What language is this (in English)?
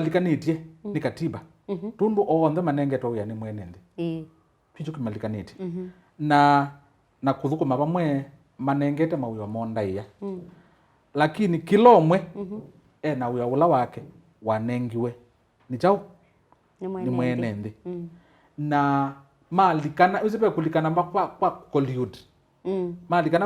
Kamba